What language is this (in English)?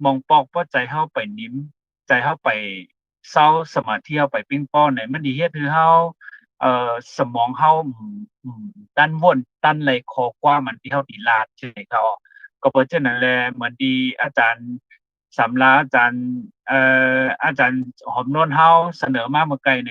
Shan